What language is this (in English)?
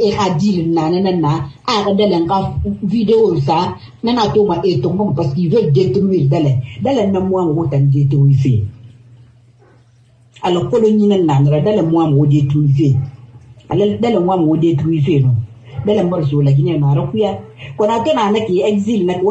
French